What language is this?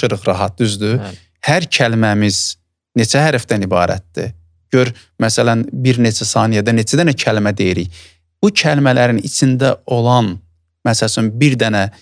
Azerbaijani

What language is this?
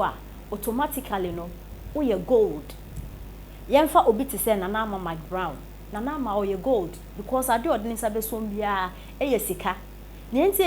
Akan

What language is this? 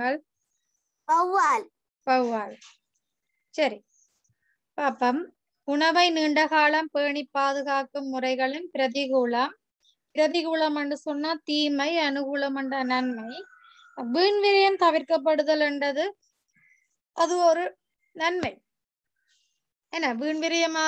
Tamil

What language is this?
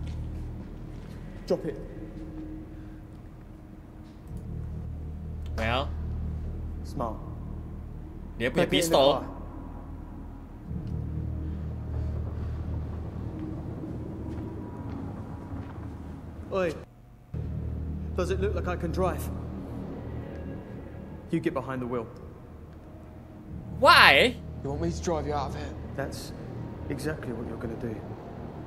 Indonesian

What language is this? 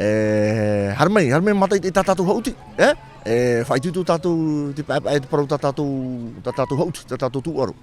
Tahitian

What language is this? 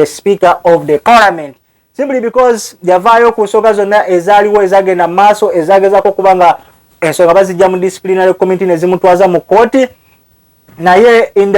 Ganda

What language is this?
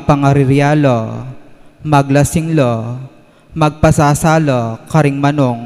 Pampanga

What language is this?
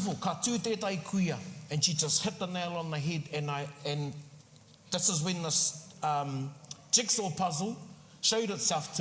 Māori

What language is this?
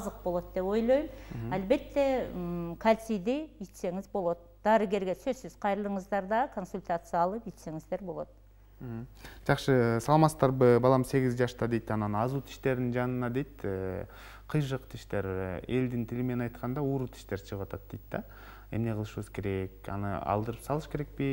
Kyrgyz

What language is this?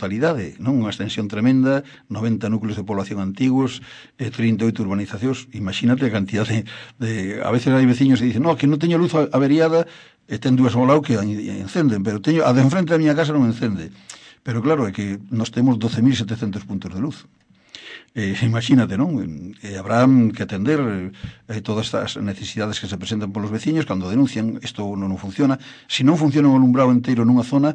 Galician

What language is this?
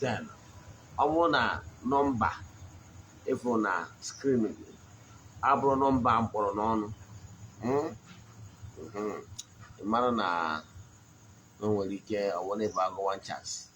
Igbo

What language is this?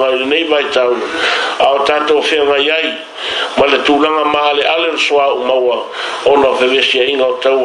Samoan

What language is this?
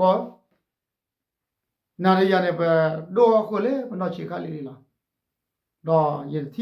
S'gaw Karen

